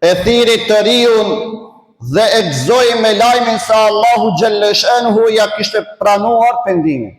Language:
Albanian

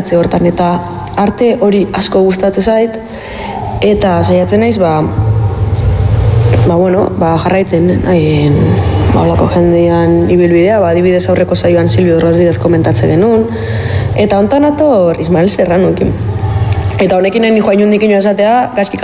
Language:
Basque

